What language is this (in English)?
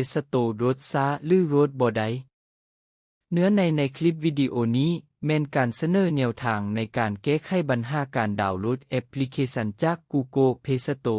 Lao